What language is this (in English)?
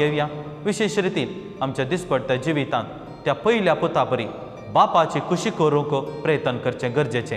Konkani